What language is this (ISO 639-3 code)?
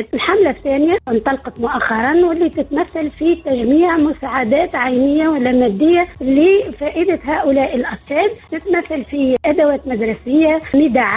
aeb